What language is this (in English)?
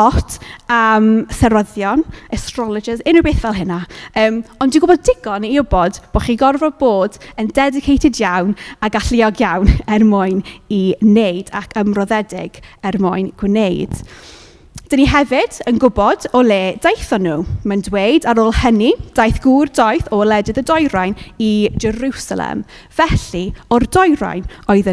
Welsh